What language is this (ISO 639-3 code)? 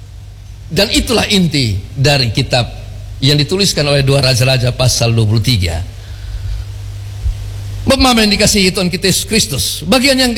ind